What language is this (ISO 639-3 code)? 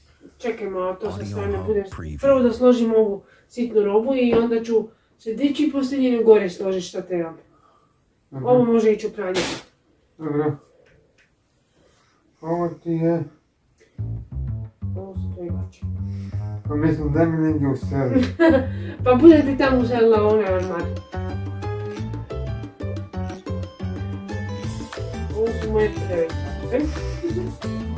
hrv